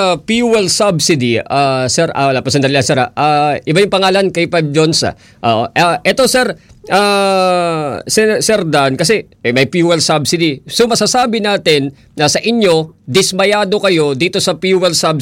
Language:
Filipino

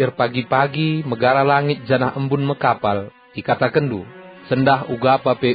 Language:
Batak Karo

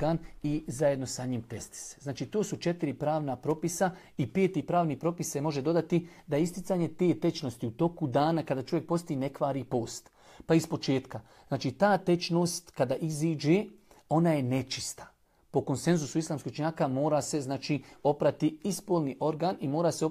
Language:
Bosnian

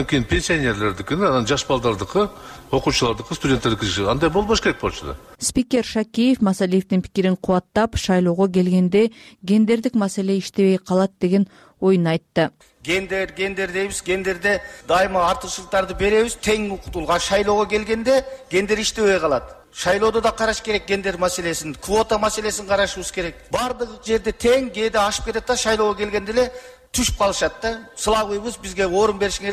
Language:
Kyrgyz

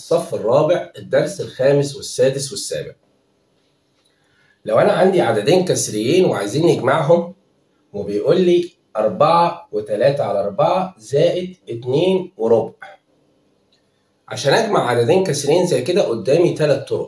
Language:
Egyptian Arabic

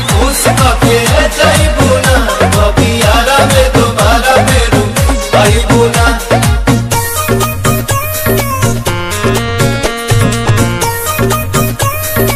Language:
Bhojpuri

